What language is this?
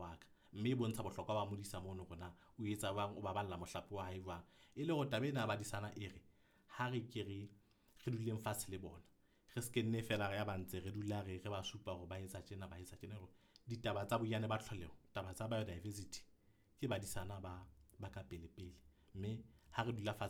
Southern Sotho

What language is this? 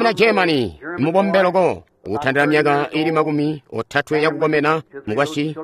Tonga (Zambia)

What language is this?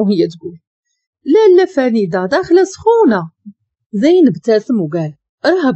Moroccan Arabic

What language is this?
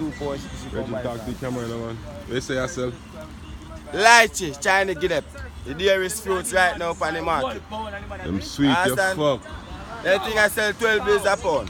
Jamaican Creole English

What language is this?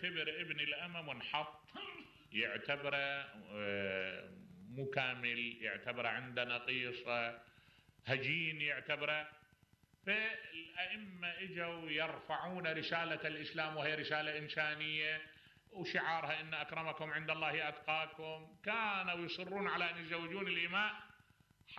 Mesopotamian Arabic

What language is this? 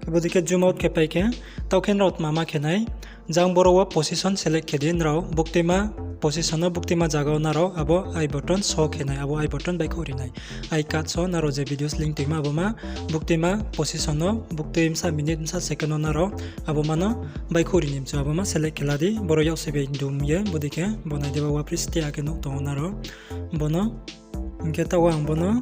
Riang (India)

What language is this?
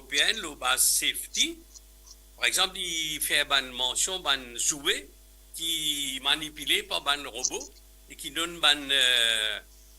Morisyen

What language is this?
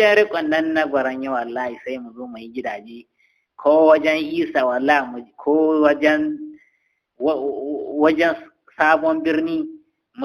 Hausa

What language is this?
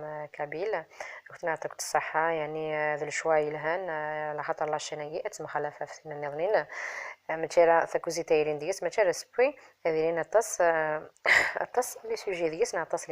Kabyle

